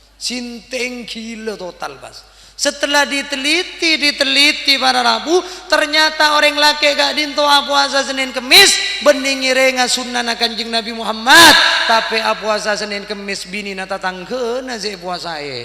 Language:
Madurese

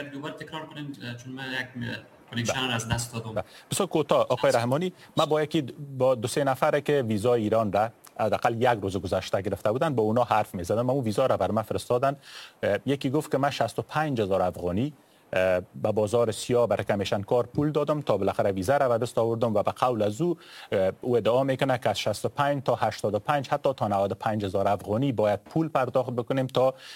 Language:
Persian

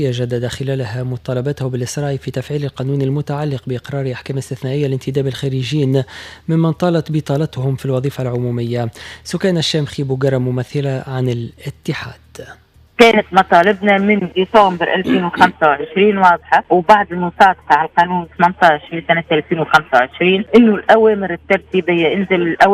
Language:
Tunisian Arabic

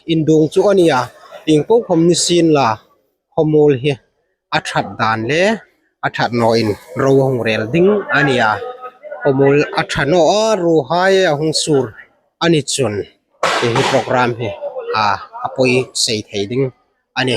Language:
Hmar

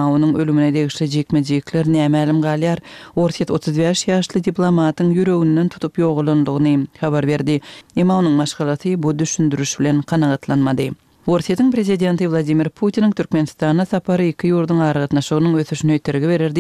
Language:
Kyrgyz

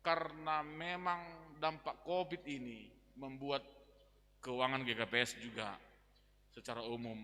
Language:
Batak Simalungun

